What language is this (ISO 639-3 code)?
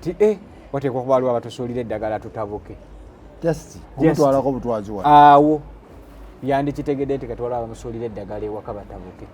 lug